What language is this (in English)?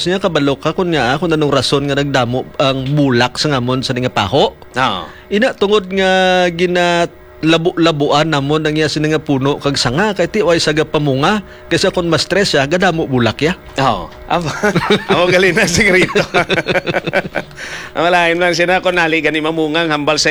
Hiligaynon